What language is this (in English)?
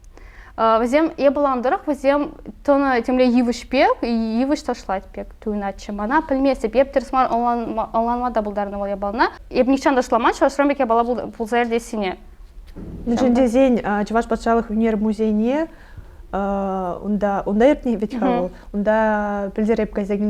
Chuvash